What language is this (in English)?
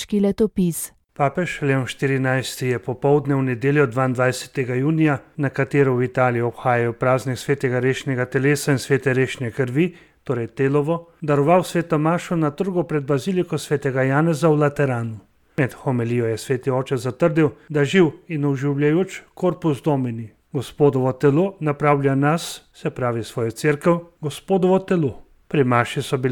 Slovenian